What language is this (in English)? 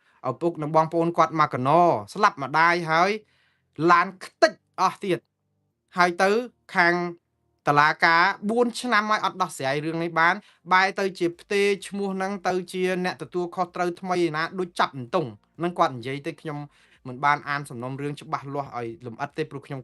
Khmer